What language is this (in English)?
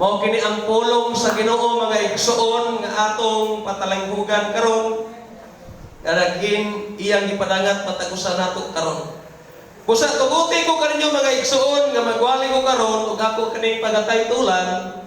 Cebuano